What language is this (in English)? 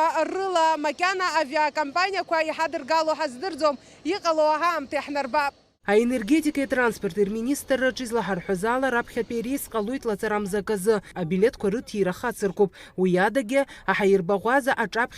Abkhazian